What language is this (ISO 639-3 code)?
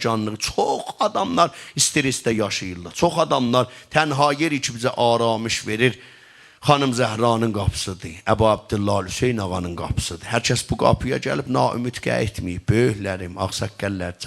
azb